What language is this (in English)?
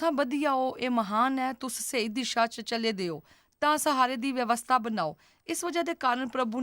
Dogri